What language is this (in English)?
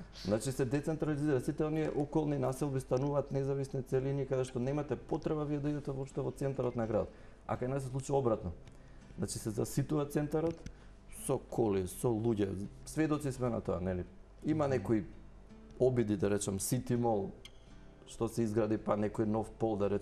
Macedonian